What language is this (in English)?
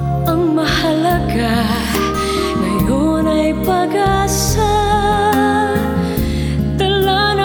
Filipino